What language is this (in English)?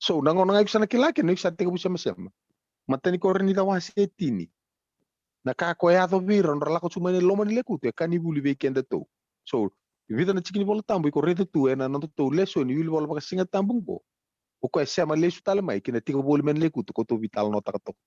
Fijian